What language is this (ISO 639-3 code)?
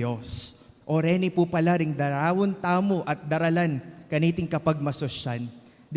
pam